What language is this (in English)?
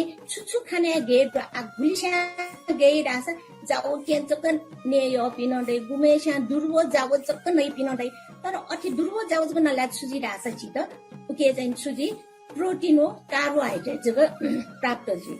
Newari